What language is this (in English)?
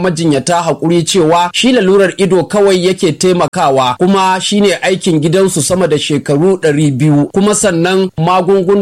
Hausa